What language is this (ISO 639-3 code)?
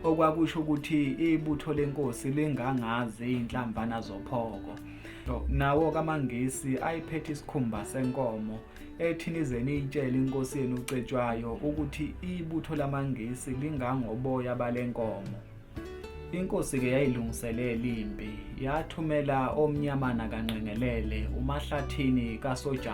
zul